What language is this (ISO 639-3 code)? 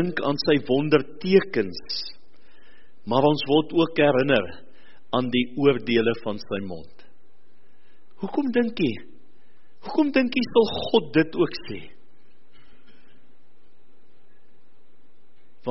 afr